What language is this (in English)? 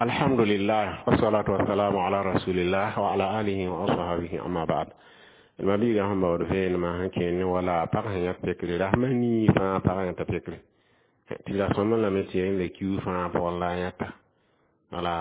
Mossi